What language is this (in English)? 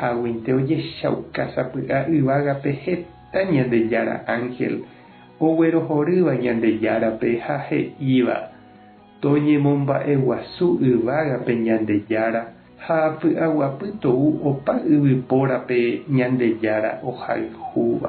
Guarani